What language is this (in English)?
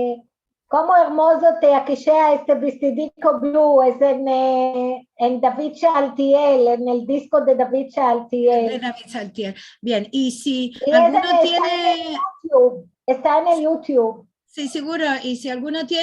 Ladino